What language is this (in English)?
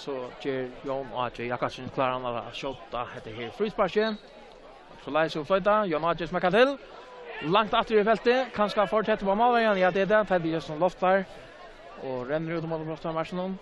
Faroese